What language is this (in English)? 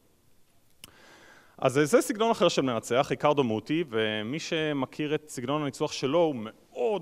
Hebrew